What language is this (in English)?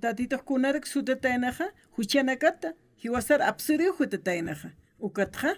Aymara